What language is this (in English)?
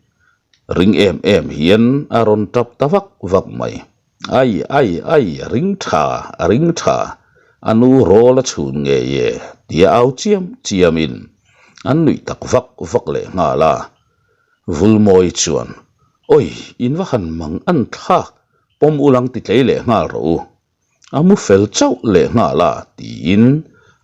Mizo